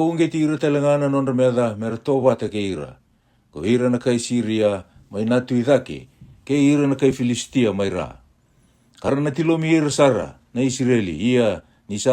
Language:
Fijian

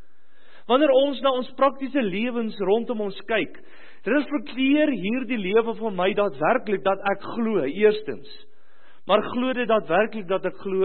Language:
Afrikaans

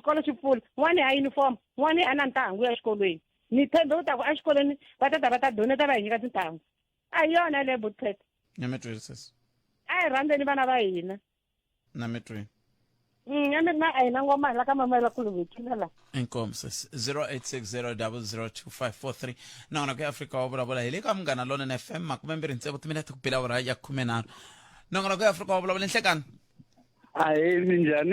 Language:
Tsonga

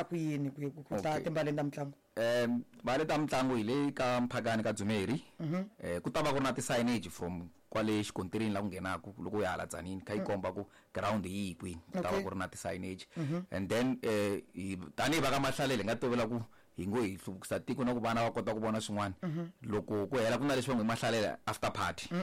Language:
Tsonga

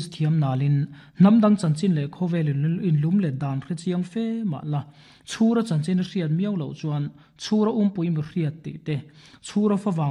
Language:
Mizo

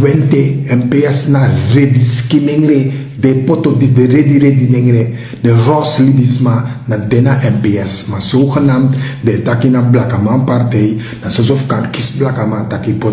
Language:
Sranan Tongo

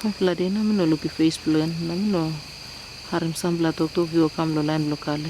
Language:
Tok Pisin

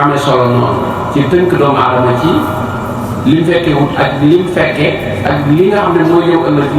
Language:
Wolof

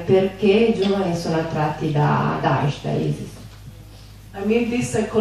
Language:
Italian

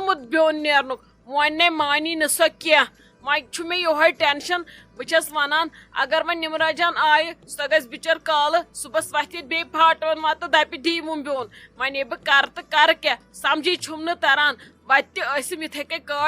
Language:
Kashmiri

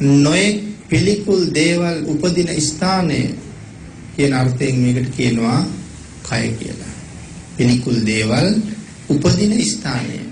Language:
Sinhala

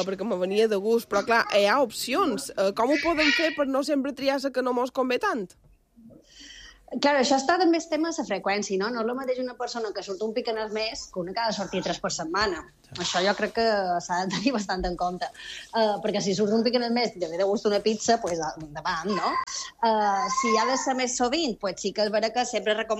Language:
Catalan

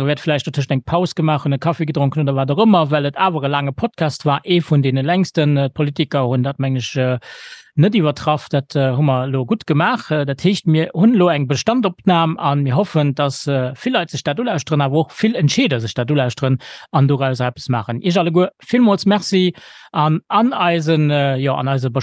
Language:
Luxembourgish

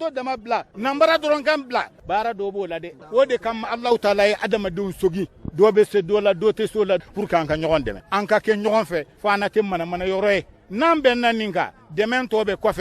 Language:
Bambara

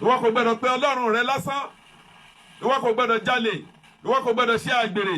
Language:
Yoruba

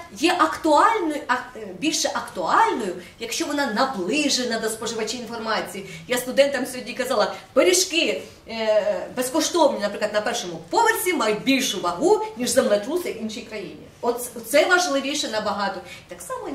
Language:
Ukrainian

